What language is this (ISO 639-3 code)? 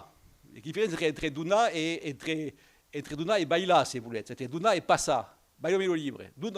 oci